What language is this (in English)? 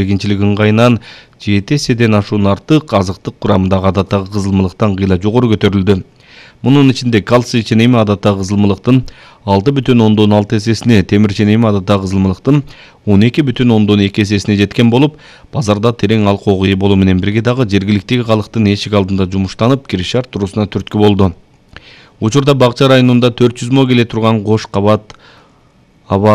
Kyrgyz